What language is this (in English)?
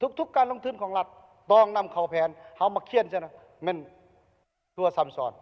Lao